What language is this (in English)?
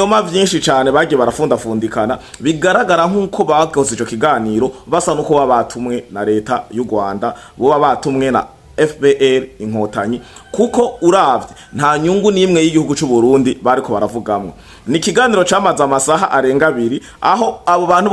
Rundi